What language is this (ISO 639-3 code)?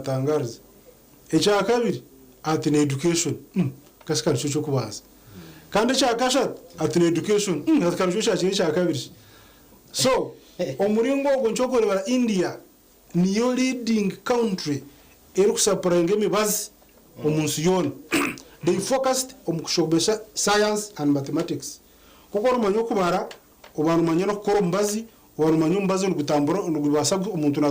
nyn